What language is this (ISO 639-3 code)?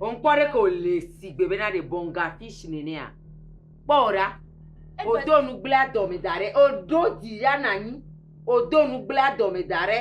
ewe